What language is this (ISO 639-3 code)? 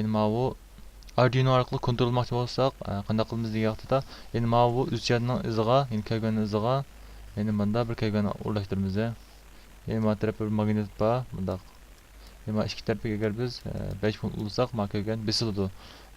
uig